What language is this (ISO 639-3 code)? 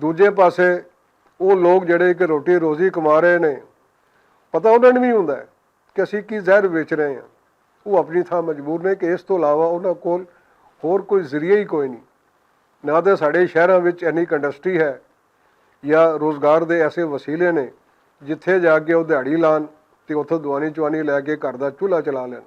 lah